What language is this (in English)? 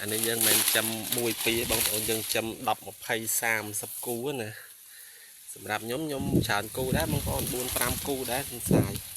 Khmer